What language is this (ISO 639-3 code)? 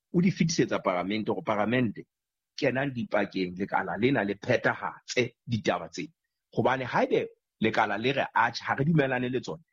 sot